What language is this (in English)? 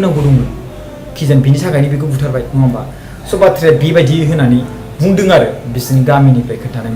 Bodo